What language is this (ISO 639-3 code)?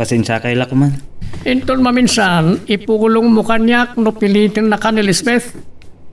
ilo